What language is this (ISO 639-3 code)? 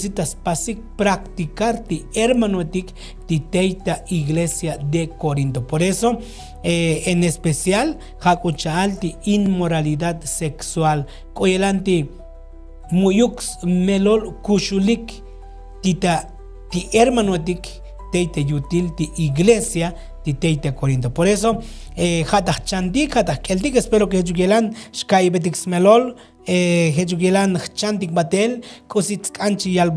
tzo